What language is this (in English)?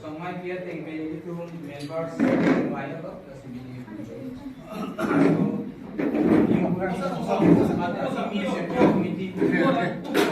Karbi